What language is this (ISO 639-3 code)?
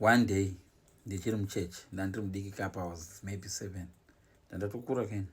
sna